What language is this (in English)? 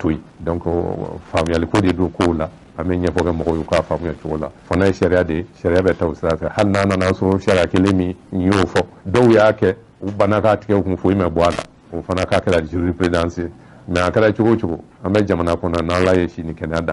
Bambara